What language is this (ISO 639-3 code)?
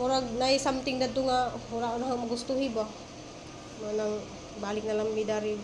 ceb